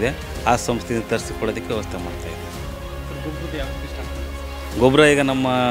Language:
Kannada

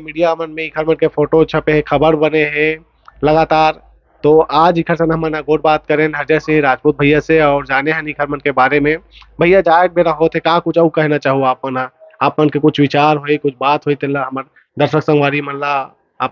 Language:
Chhattisgarhi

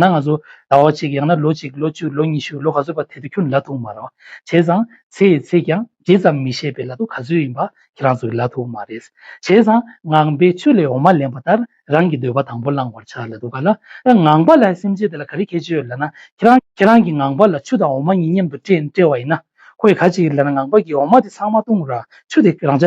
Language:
Tibetan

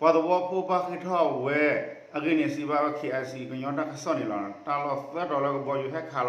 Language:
S'gaw Karen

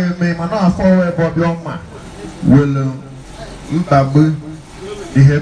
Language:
Igbo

